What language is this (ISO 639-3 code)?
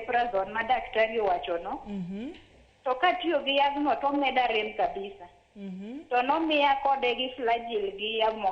luo